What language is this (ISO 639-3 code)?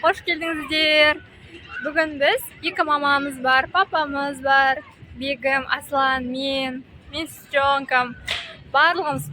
kaz